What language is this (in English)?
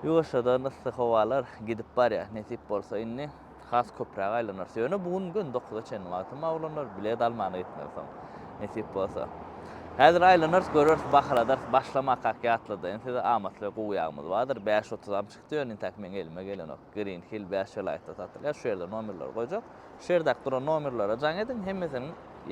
Turkmen